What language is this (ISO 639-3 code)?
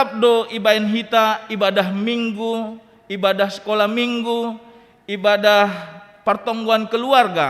bts